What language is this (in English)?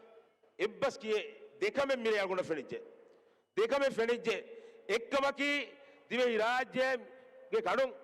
Divehi